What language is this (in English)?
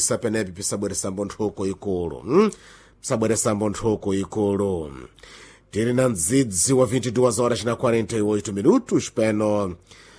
Sena